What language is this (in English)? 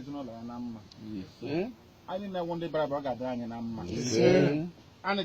Igbo